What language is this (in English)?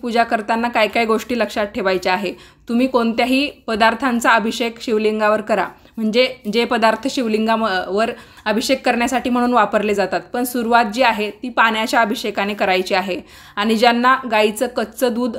Marathi